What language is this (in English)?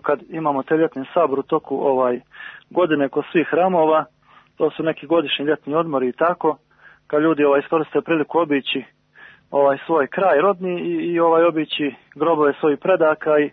Serbian